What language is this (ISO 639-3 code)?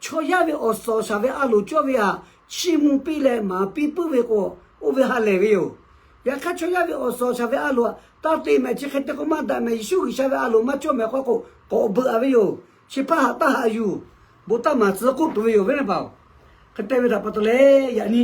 lhu